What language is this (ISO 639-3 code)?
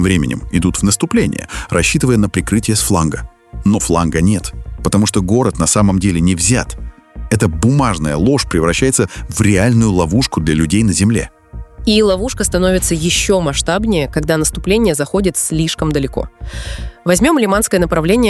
rus